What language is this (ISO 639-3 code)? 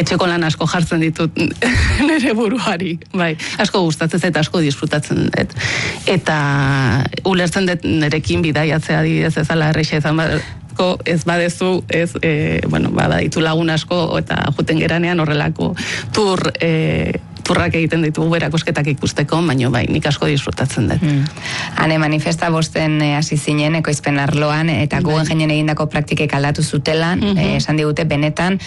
eus